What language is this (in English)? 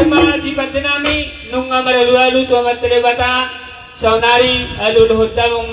Batak Toba